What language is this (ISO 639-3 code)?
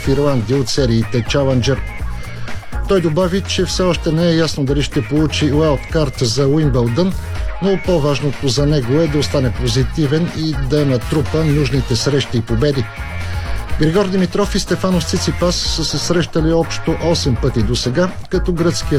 bul